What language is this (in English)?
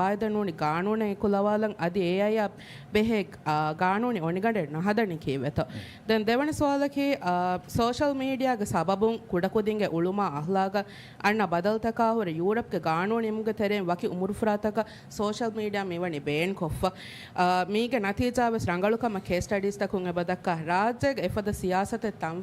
Divehi